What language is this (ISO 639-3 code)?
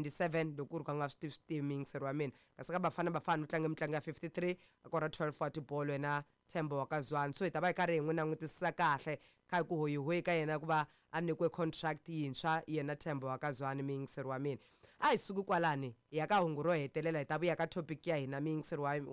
tso